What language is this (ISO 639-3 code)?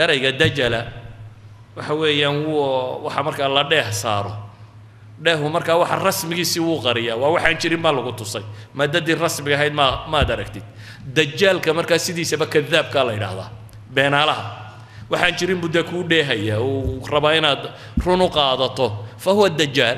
som